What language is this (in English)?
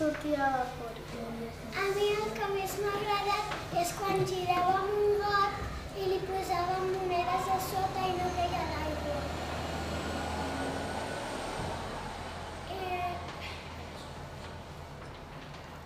Catalan